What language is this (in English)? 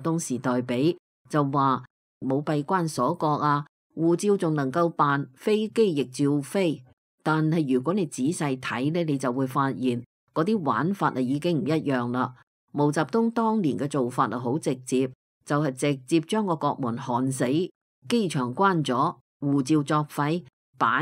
Cantonese